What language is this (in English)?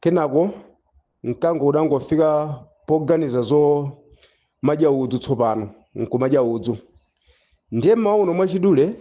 Nyanja